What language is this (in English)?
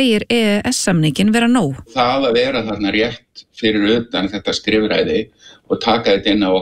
Icelandic